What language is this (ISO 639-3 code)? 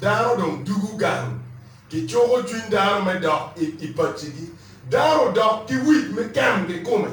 ach